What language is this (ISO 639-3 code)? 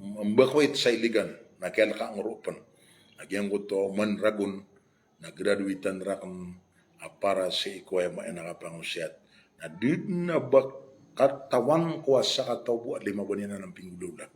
mrw